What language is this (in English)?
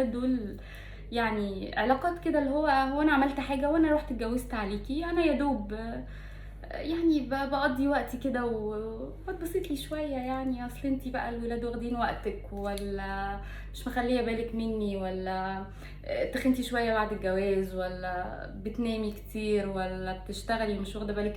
Egyptian Arabic